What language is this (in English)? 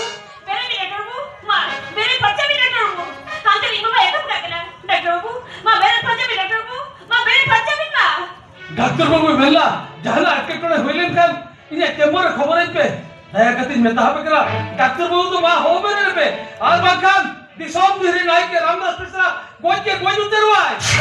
Santali